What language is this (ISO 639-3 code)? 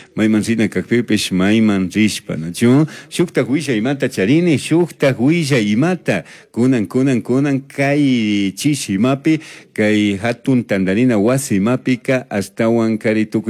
qug